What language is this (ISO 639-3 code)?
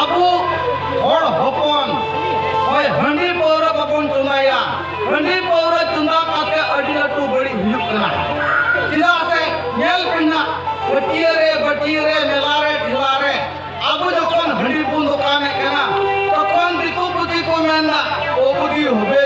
sat